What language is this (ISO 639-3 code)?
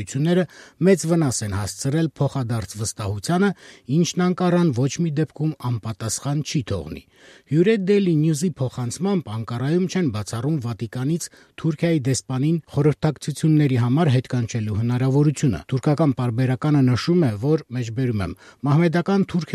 hye